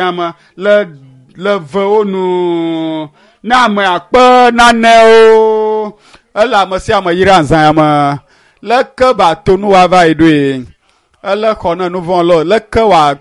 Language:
Ewe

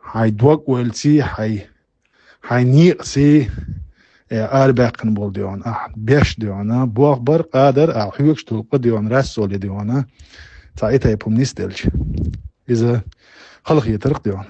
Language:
Chechen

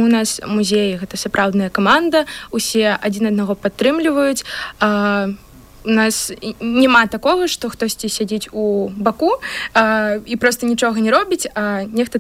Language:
Belarusian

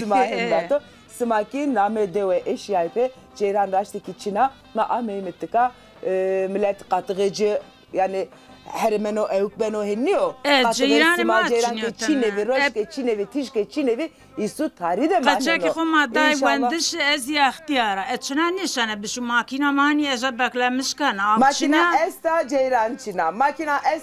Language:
Zaza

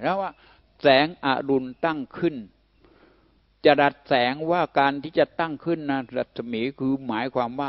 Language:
Thai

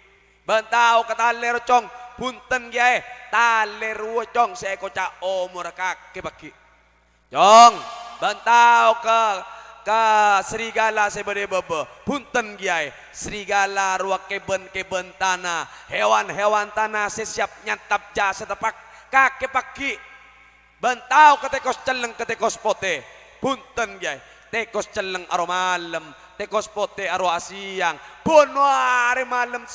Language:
Madurese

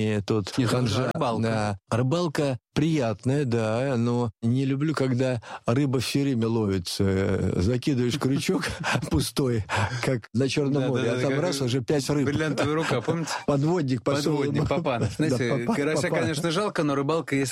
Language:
Russian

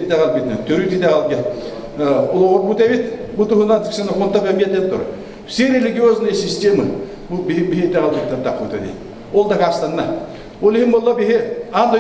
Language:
Yakut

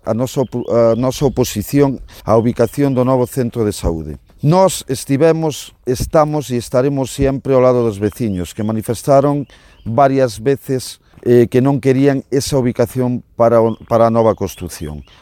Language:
Galician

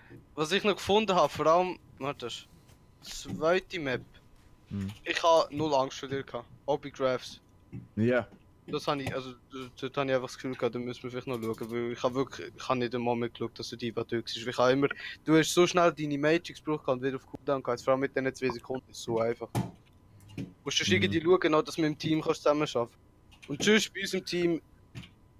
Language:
Swiss German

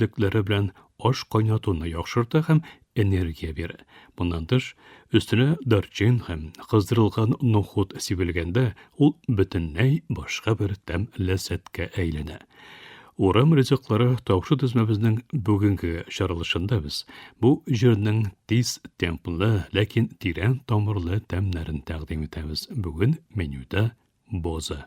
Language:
Tatar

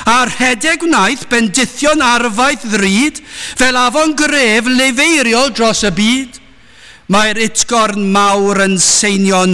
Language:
Welsh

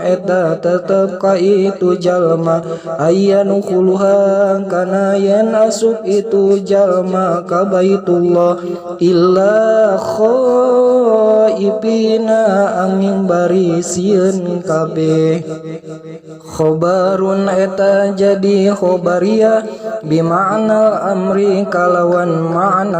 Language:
Sundanese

